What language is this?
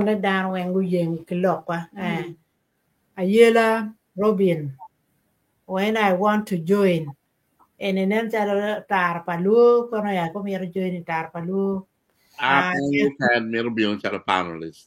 Acoli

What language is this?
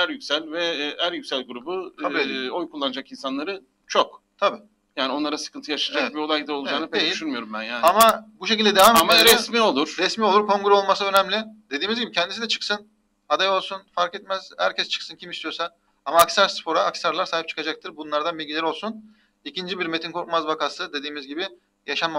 Turkish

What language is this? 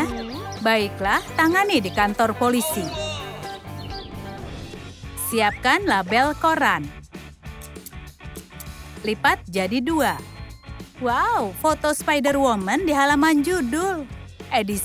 Indonesian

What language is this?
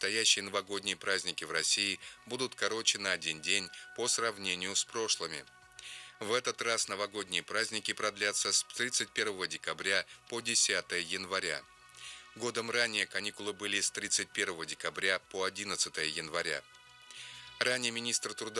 Russian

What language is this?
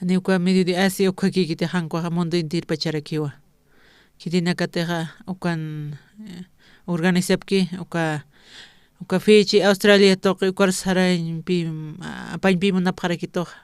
Aymara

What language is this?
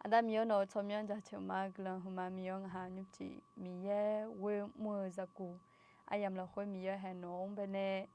Akha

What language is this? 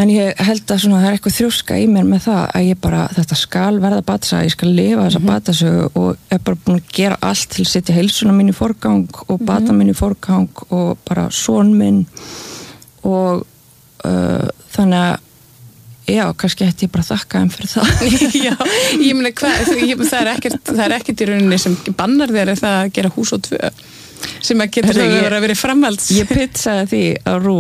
Icelandic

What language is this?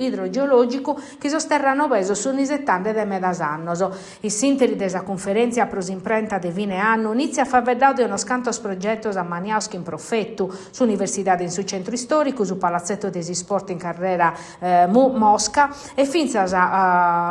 Sardinian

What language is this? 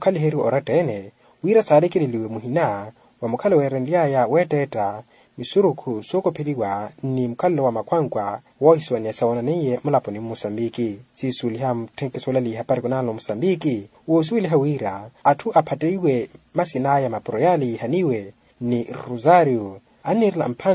Makhuwa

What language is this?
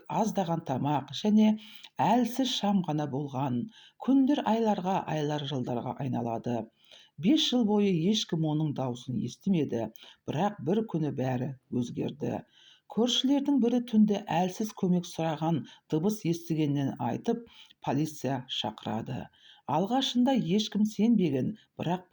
Kazakh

